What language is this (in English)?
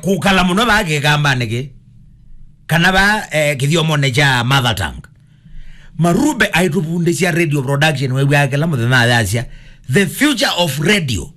Kamba